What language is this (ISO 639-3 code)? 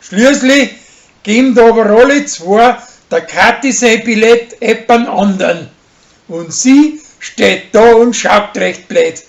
bar